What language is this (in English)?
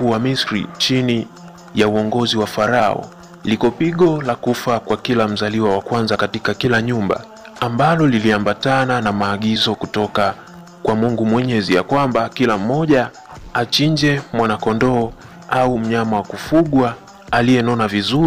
Swahili